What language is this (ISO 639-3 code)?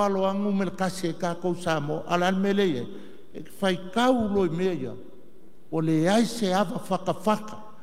smo